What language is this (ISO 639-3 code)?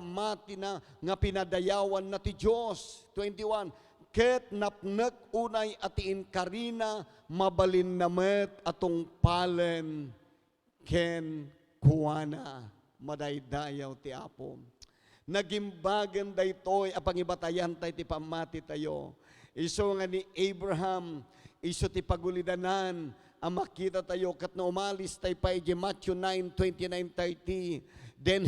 ilo